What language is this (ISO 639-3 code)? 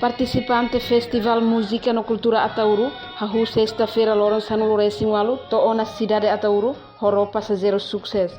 tet